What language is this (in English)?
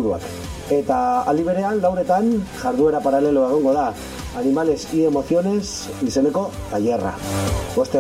Basque